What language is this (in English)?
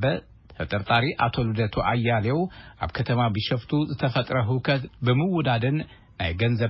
Tigrinya